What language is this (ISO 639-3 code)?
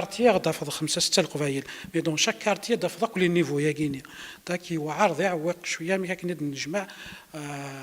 kab